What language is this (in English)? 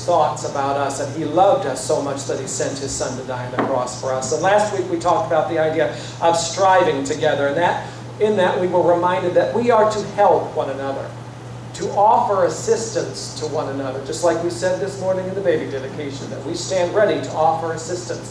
English